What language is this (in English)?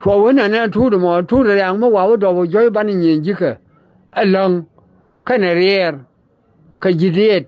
Nuer